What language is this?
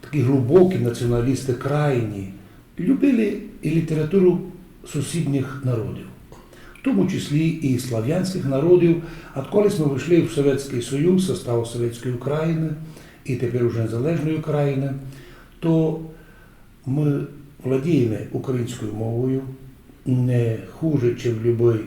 Rusyn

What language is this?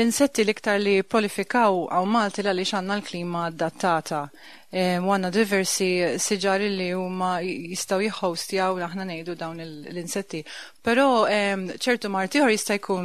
Maltese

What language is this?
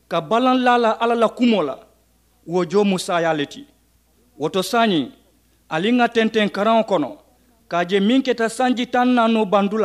Mandingo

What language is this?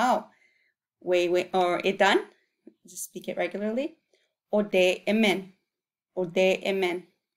Chippewa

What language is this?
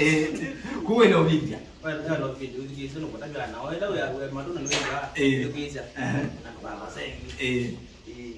Kamba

